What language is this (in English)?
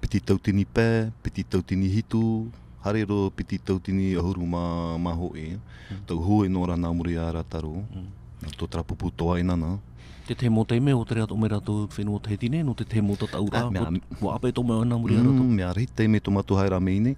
Tahitian